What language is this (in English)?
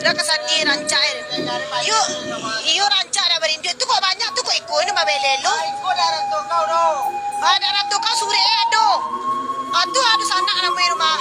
Minangkabau